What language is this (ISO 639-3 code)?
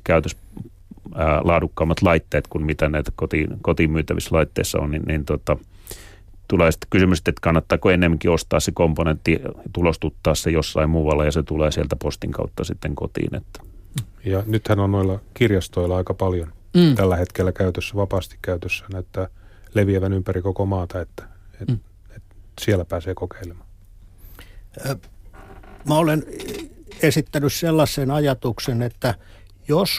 fin